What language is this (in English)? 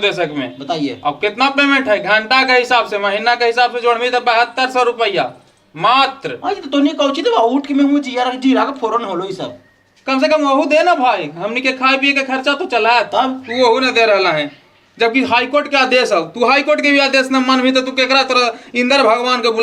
Magahi